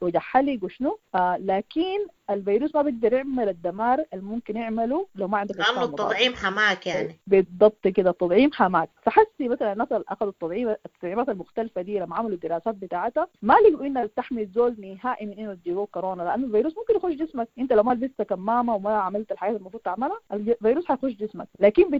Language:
Sudanese Arabic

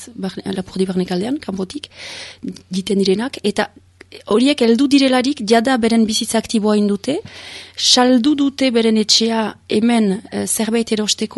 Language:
Basque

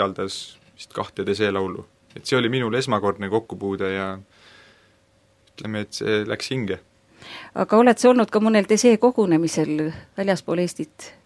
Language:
Estonian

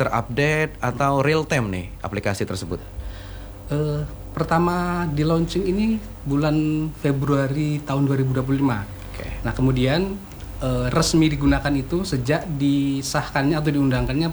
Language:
Indonesian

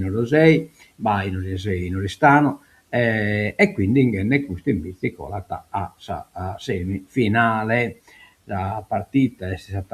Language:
Sardinian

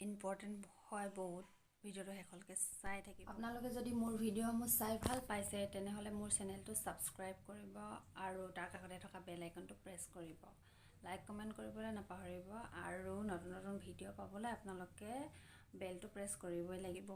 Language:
Assamese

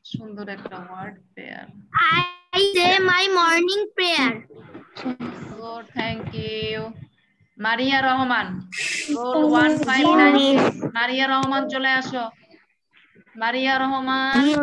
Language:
Bangla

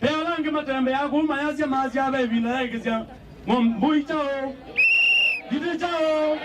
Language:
Kamba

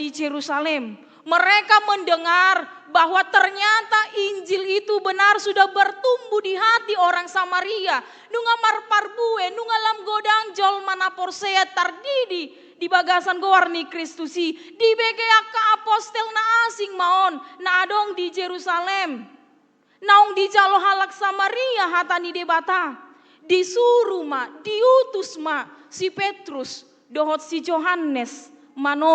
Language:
Batak Toba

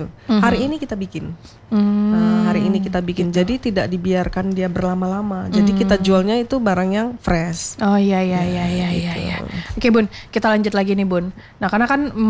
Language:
Indonesian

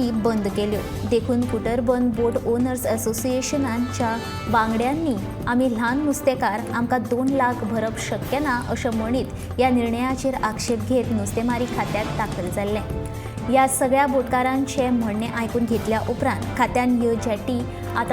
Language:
Konkani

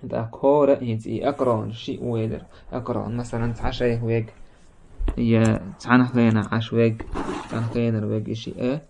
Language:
Chechen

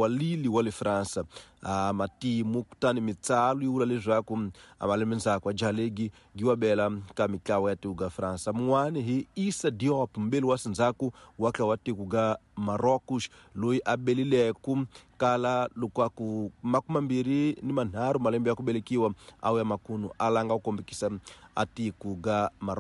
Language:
Tsonga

